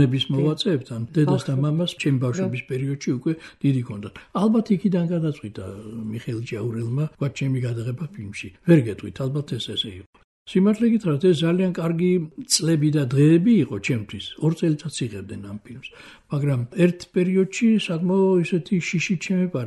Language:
Georgian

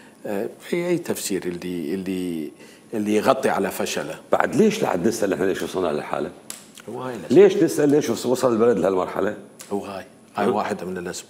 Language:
Mesopotamian Arabic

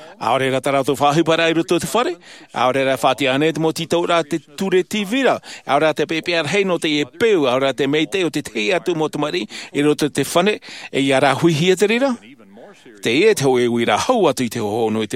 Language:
Tahitian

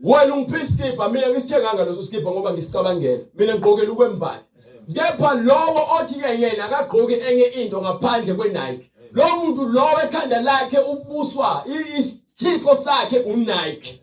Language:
Zulu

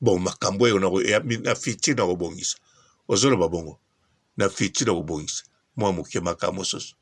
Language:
Lingala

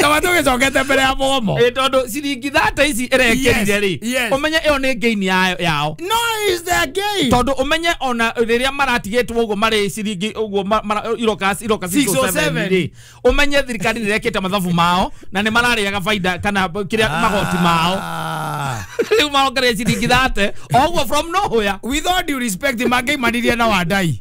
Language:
Kikuyu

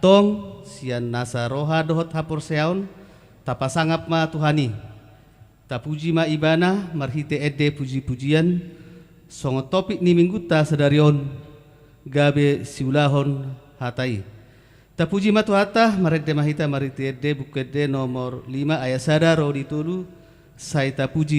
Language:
Batak Toba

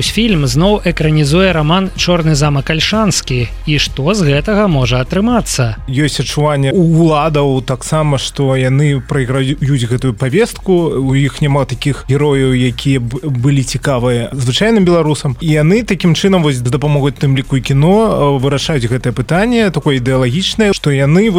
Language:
Belarusian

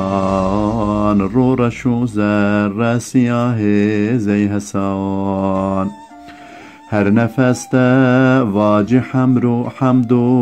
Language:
Zaza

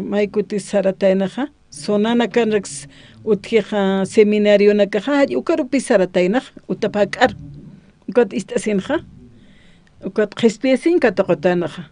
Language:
Aymara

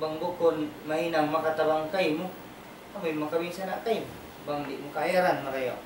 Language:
Tausug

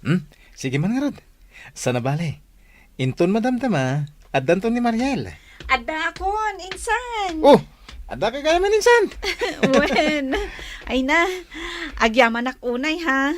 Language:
Iloko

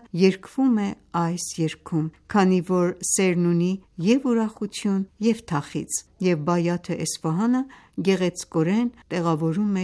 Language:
Armenian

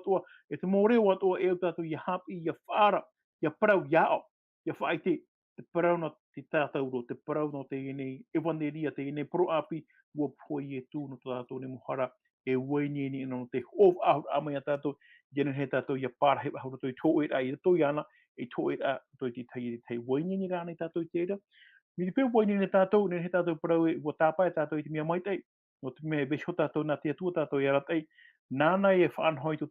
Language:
Tahitian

